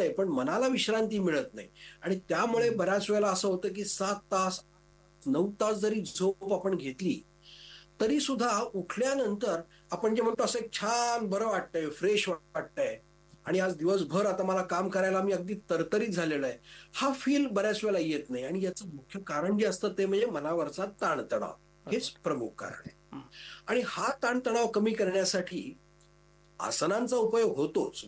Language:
Marathi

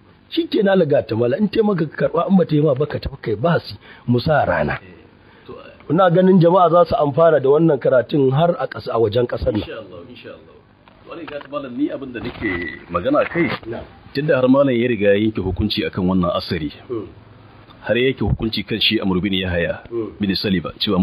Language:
Hausa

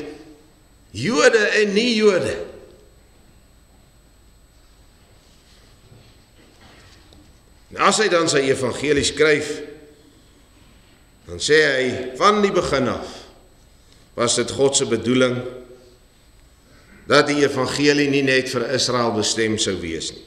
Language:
Afrikaans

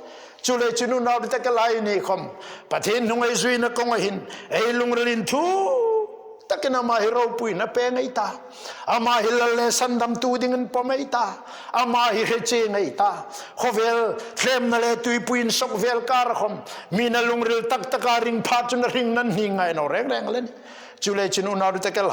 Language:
Hmar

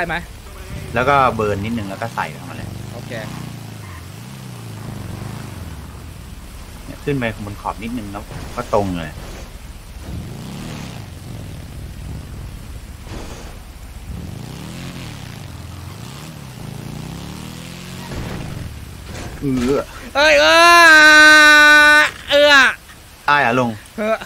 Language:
Thai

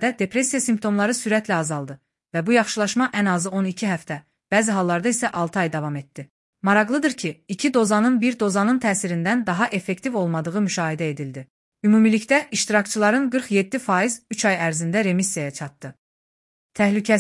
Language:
Azerbaijani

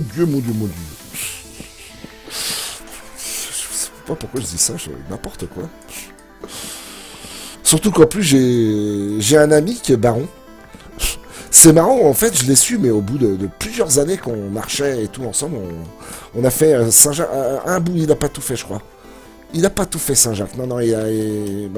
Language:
French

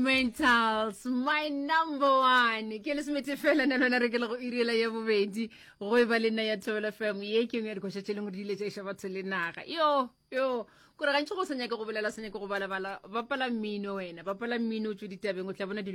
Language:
Northern Sotho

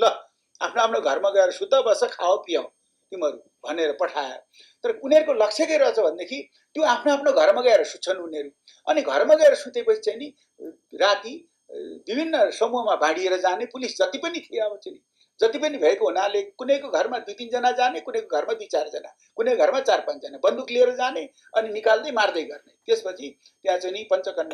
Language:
Nepali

